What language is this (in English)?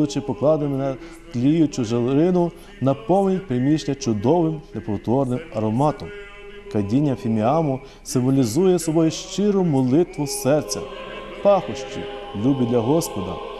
Ukrainian